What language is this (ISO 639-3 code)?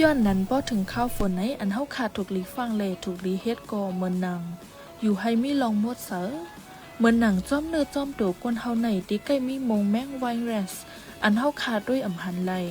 shn